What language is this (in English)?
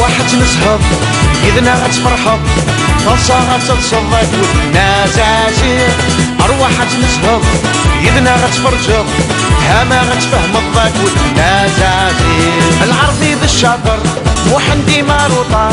Kabyle